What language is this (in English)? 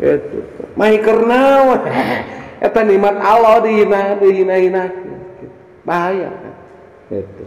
Sundanese